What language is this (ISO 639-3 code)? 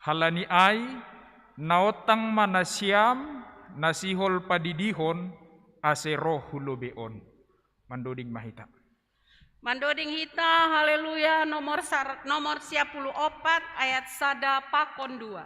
bts